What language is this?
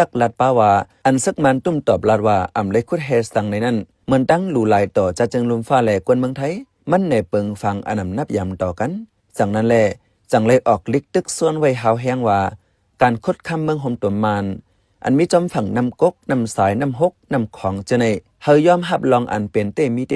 Shan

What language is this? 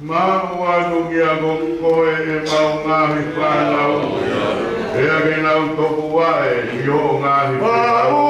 Tongan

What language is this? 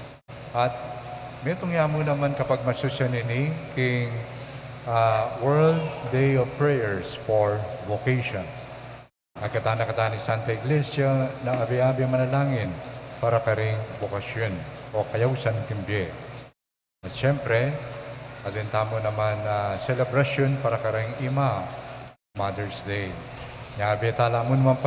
Pampanga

